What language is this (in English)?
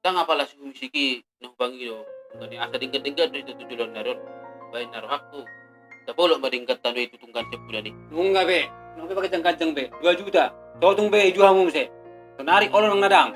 Batak Toba